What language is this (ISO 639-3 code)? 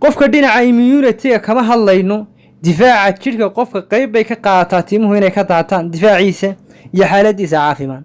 som